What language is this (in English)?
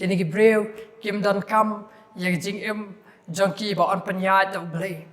Khasi